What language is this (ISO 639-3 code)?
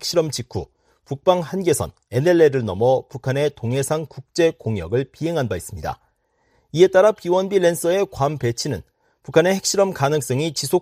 kor